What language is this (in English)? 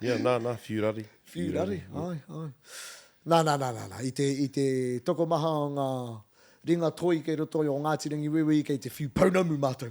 Māori